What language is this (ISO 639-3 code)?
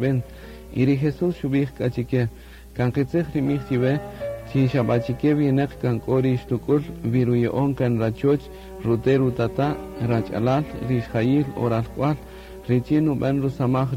cak